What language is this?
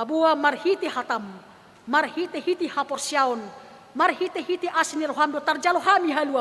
Batak Toba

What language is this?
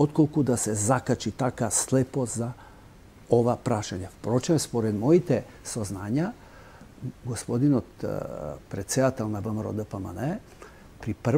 Macedonian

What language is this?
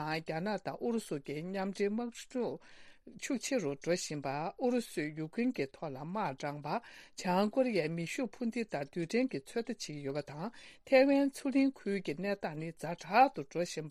Tibetan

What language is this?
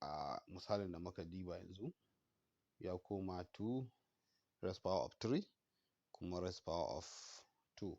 Hausa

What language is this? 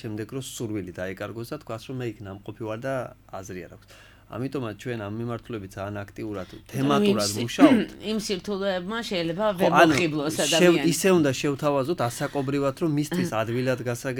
Georgian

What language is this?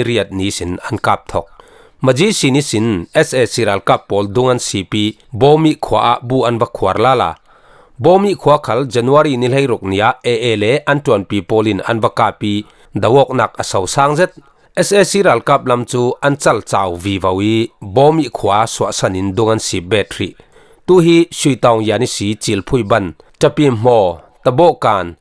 Falam Chin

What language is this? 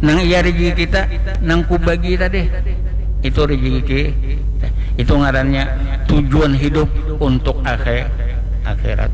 Banjar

